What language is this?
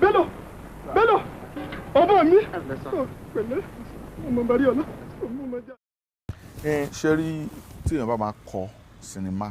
Yoruba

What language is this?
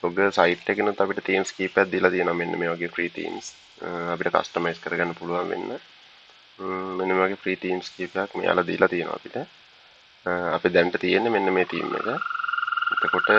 Sinhala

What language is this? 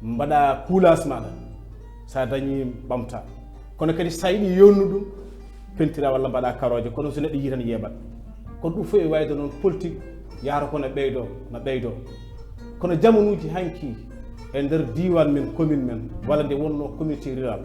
Fula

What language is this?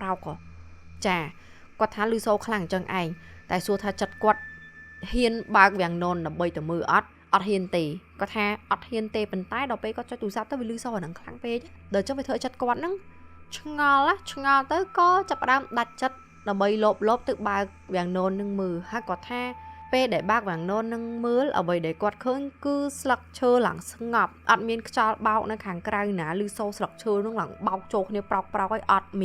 Khmer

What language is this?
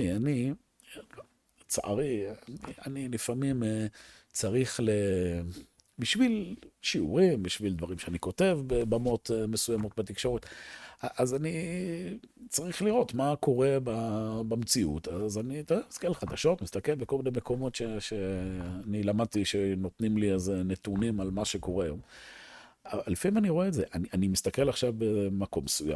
Hebrew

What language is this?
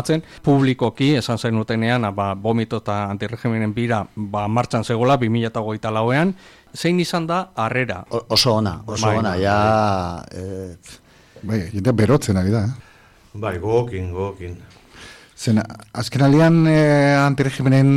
Basque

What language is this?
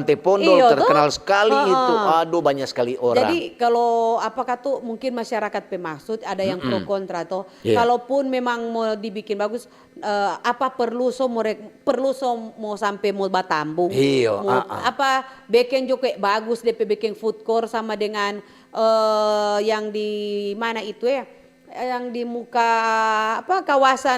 Manado Malay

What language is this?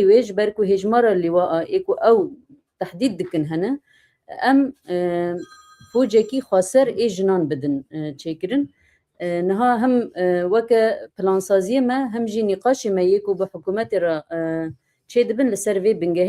Kurdish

